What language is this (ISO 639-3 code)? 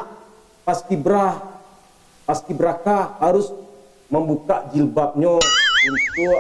min